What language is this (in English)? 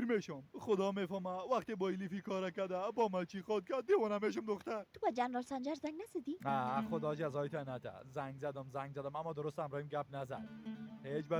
Persian